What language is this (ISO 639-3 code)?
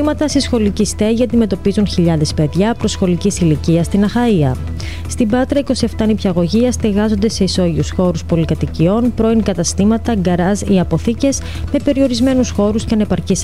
ell